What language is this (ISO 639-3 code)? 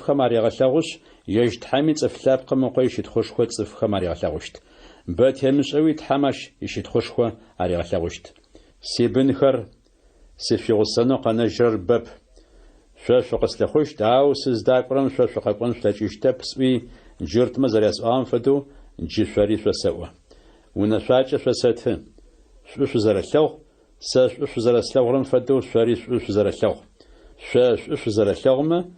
ady